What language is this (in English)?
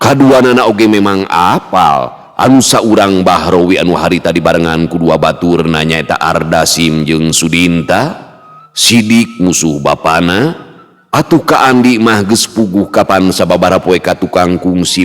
Sundanese